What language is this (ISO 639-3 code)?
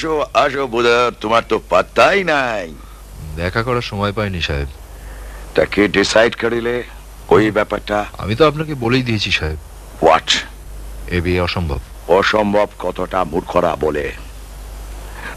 ben